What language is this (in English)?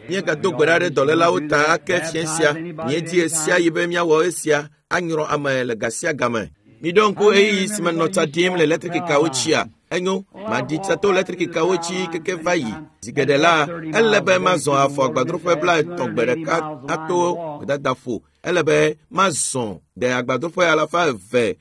Ewe